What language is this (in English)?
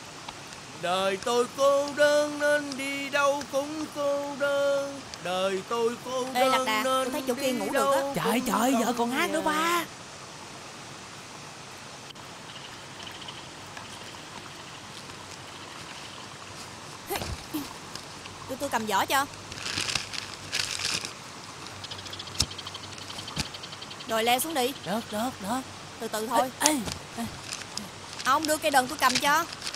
Vietnamese